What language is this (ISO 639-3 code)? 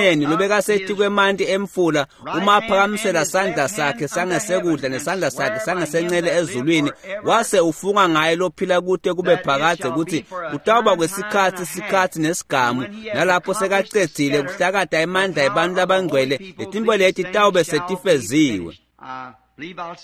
ssw